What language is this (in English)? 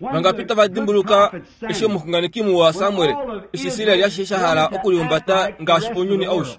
Kuanyama